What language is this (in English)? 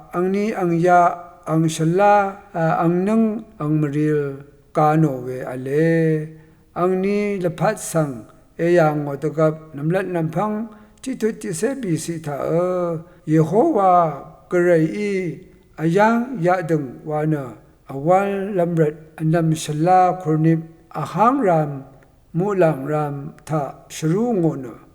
Rawang